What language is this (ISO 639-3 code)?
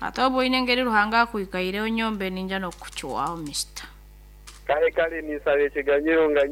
nyn